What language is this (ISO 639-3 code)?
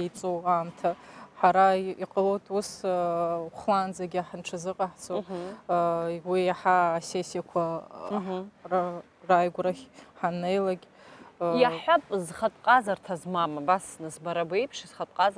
abk